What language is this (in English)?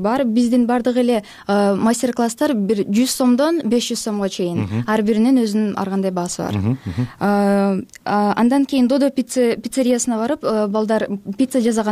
Kyrgyz